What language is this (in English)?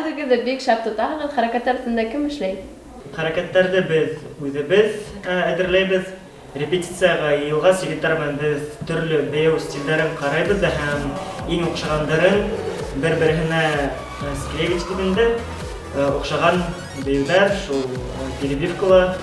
Bashkir